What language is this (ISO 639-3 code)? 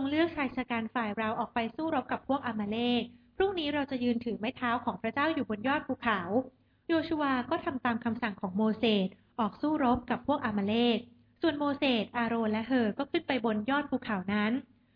tha